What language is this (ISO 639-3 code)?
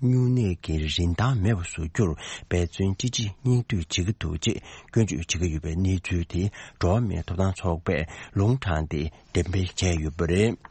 bod